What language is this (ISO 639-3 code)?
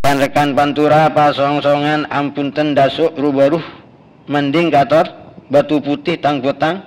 mad